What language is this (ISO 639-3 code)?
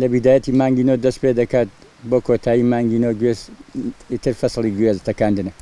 ckb